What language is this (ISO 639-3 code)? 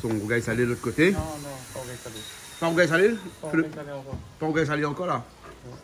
rcf